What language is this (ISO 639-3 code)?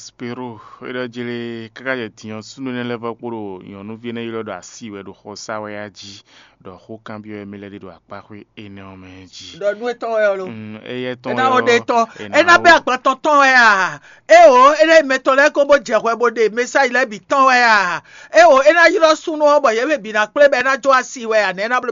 fon